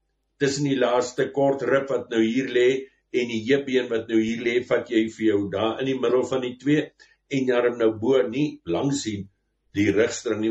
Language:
Afrikaans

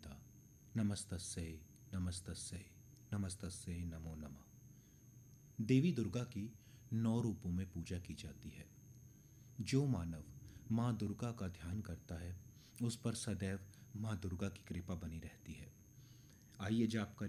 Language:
Hindi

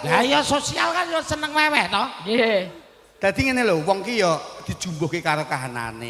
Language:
Javanese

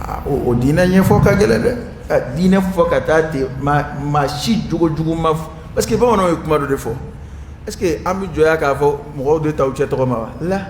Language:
Dyula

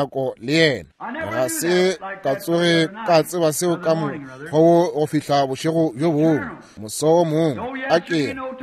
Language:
Northern Sotho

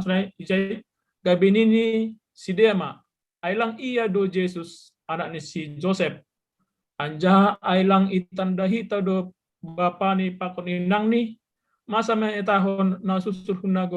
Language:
Batak Simalungun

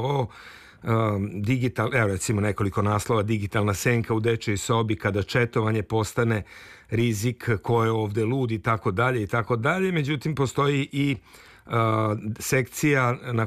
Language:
Serbian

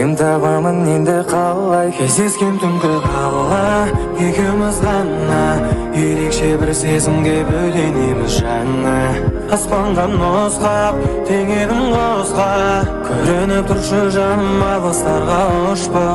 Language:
Kara-Kalpak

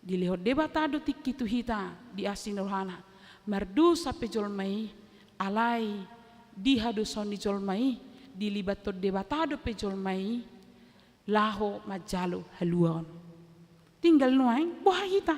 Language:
Batak Toba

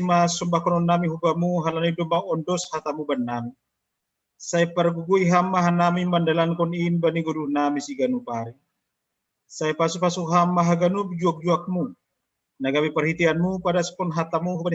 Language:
Batak Simalungun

